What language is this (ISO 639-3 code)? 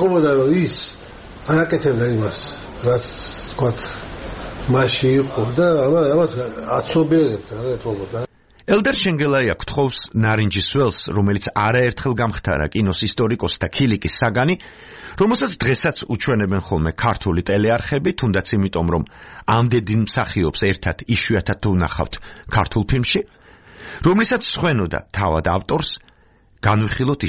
kat